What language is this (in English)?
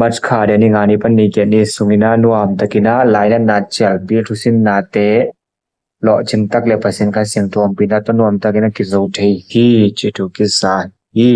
Tedim Chin